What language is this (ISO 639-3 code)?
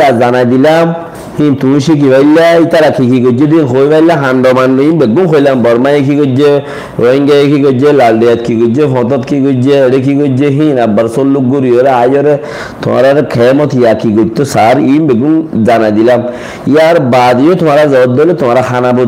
rhg